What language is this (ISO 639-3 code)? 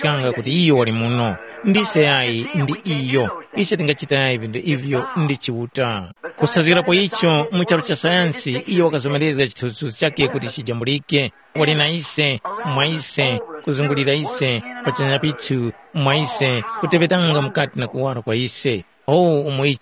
tum